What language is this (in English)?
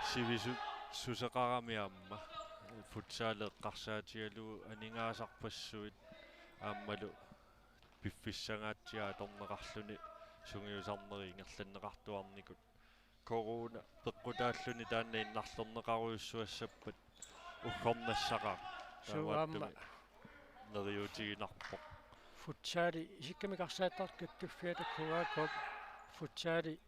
Kalaallisut